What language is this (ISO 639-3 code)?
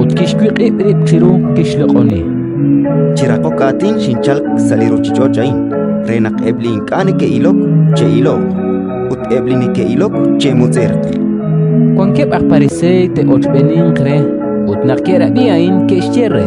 kek